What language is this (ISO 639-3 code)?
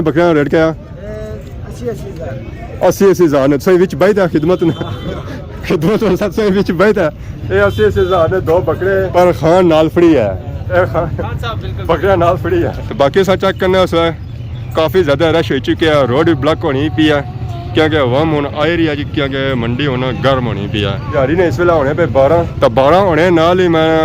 phr